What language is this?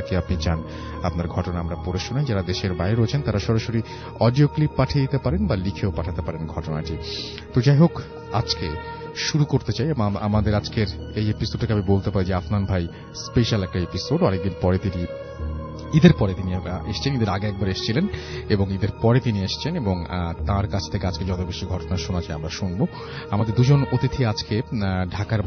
Bangla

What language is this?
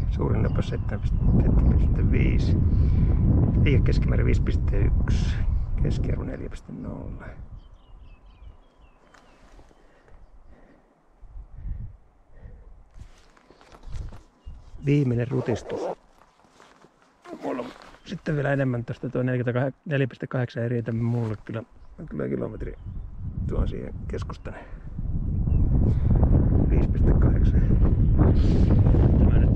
Finnish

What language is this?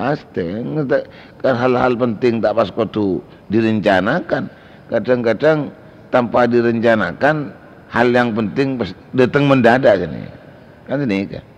Madurese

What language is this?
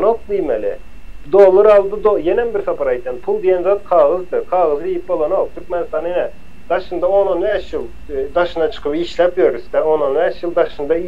Turkmen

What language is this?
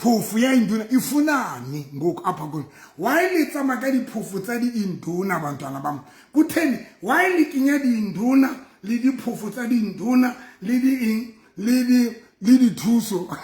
Southern Sotho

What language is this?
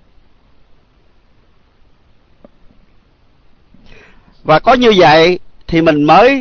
Vietnamese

